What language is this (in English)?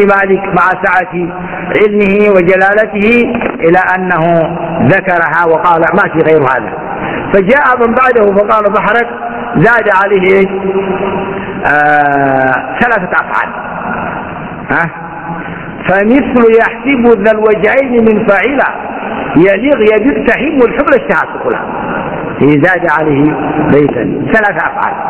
Arabic